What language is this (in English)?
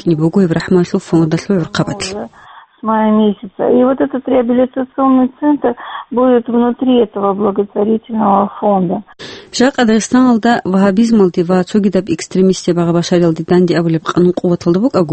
Avaric